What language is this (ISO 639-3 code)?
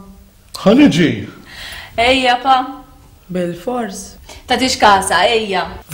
mlt